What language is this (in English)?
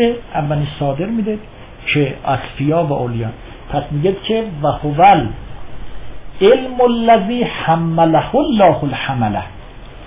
Persian